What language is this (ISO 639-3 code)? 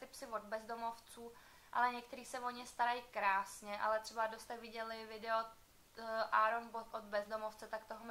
ces